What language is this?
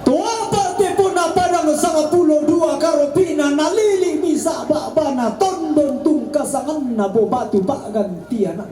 Toraja-Sa'dan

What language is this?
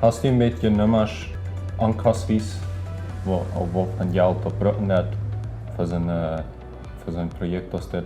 Plautdietsch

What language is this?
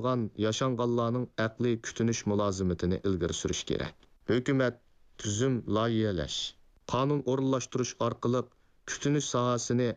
Uyghur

